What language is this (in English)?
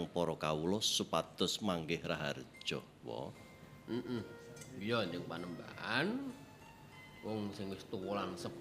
Javanese